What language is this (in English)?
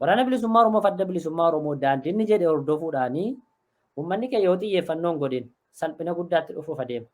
Oromo